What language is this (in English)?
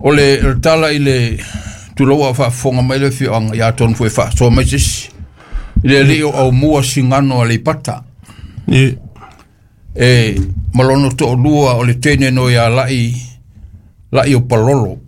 Samoan